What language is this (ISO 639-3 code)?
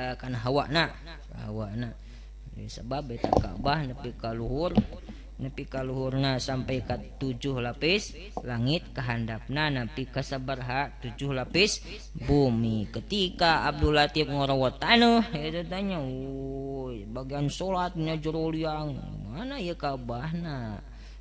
sun